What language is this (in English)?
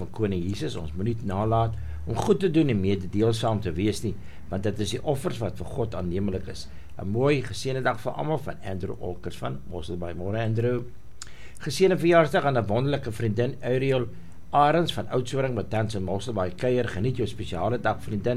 Afrikaans